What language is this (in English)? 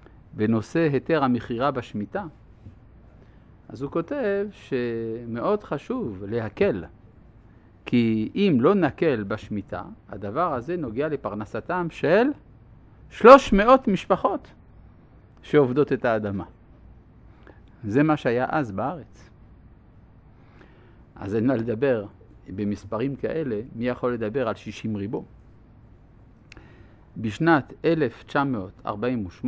Hebrew